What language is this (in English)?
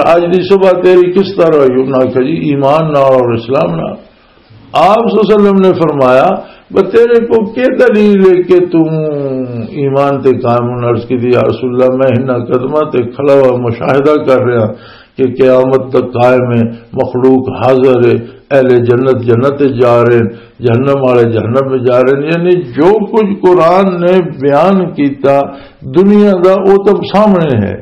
Western Panjabi